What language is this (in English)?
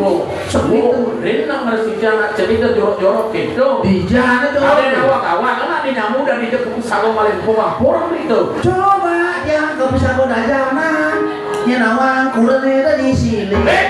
Balinese